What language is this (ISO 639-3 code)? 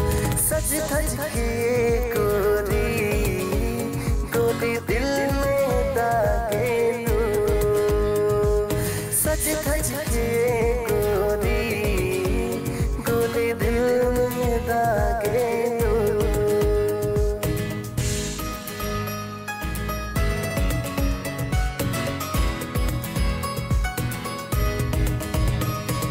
bho